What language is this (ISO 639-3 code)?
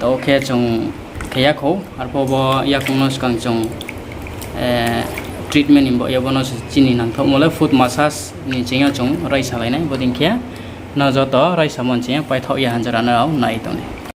ria